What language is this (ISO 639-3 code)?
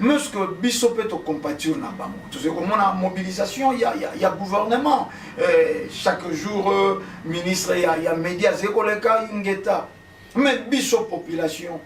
lin